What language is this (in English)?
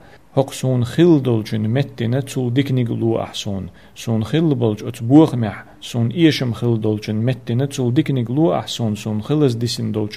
Chechen